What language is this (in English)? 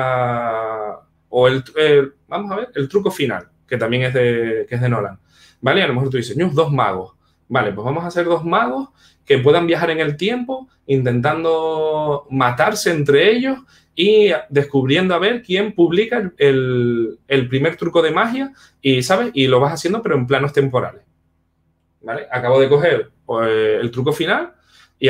Spanish